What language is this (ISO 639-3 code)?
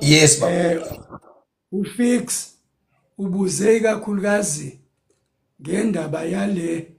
zul